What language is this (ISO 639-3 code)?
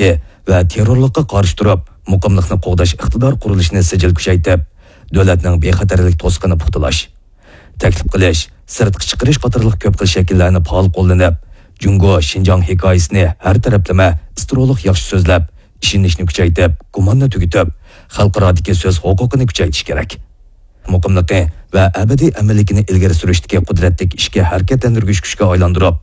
uig